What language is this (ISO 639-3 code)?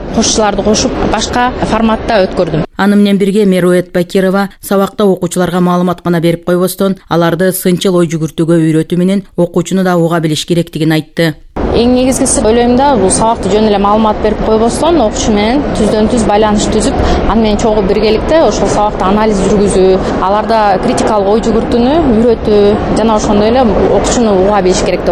kir